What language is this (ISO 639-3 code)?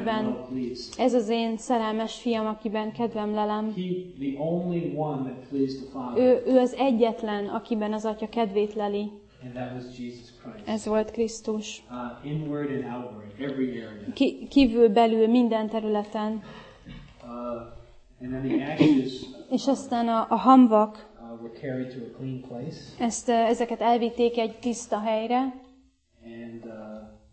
hun